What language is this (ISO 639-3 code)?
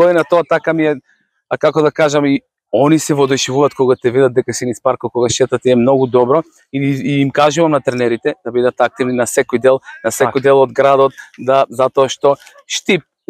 mkd